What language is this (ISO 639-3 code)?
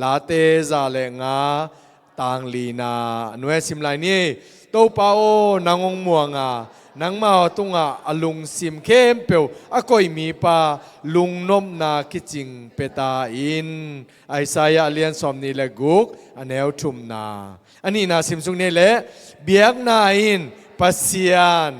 ctd